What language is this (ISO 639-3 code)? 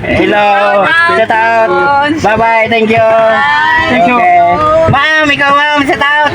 hil